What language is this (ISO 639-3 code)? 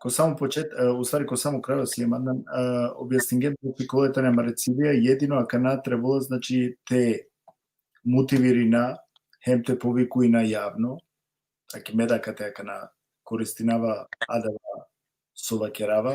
rmn